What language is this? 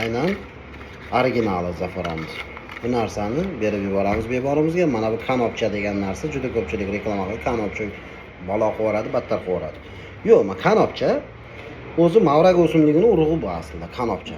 Uzbek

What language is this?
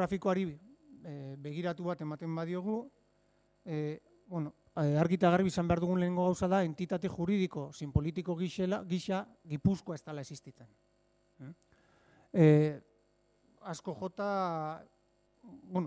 Basque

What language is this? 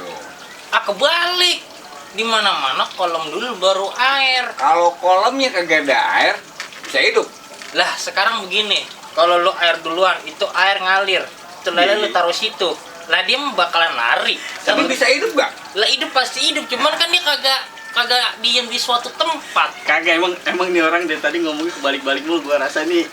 Betawi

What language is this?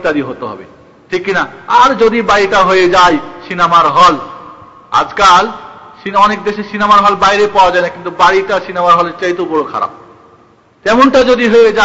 Bangla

